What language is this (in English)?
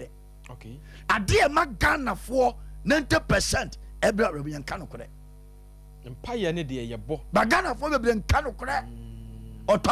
Akan